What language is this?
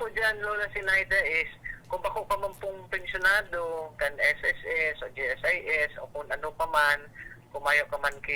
Bikol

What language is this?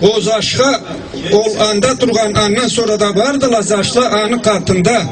Karachay-Balkar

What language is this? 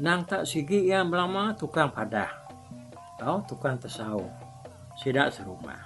Iban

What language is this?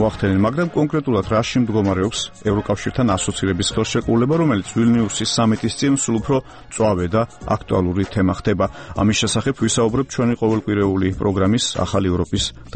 Georgian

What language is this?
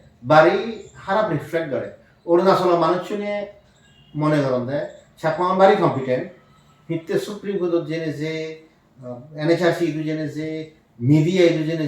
Chakma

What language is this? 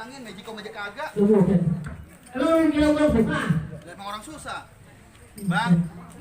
Betawi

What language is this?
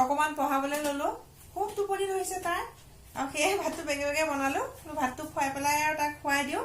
Assamese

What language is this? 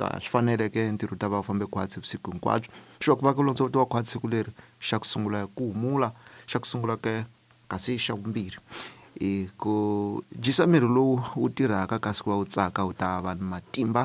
Tsonga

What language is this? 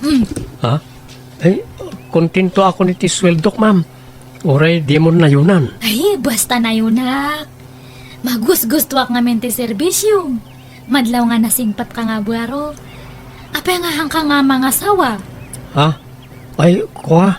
Iloko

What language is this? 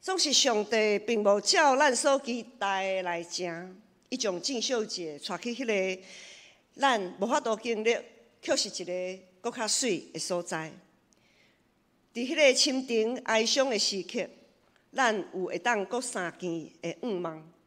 Min Nan Chinese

